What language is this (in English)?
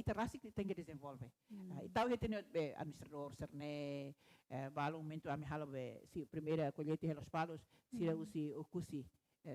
Tetum